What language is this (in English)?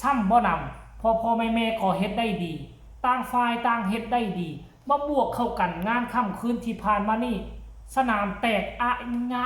Lao